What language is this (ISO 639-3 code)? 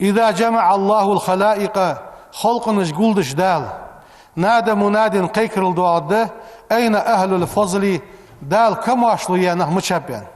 inh